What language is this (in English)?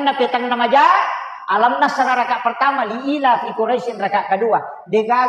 Buginese